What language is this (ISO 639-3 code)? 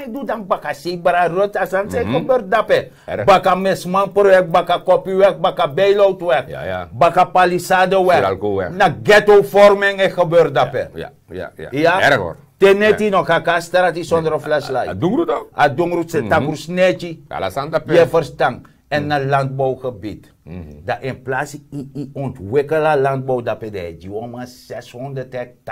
srn